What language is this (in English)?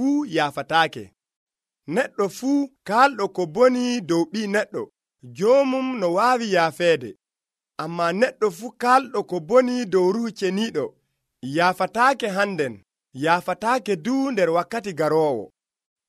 Nigerian Fulfulde